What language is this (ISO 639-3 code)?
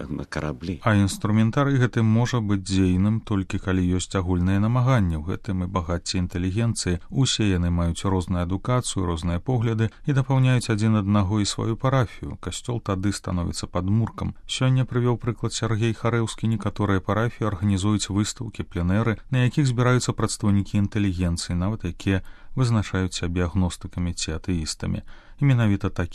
bel